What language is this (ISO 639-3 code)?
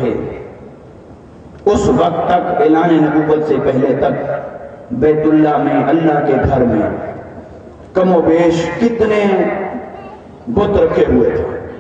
urd